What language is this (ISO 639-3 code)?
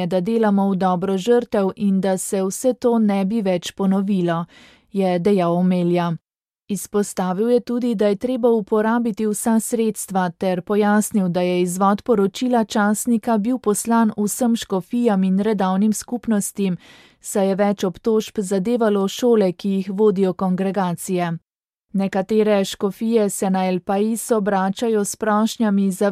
slv